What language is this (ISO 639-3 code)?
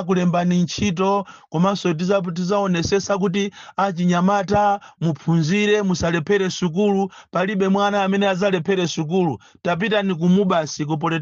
nya